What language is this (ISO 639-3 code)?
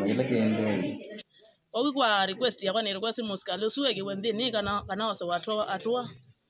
kam